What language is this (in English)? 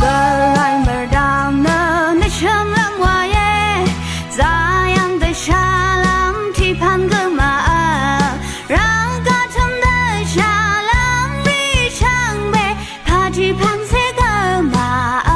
Rawang